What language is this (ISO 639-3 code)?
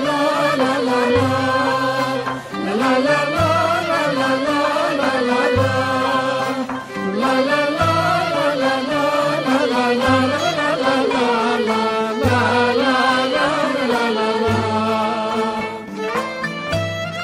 ell